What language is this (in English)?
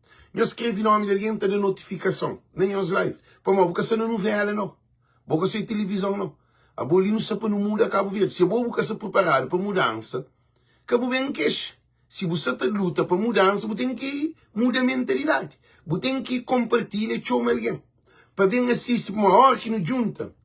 Kabuverdianu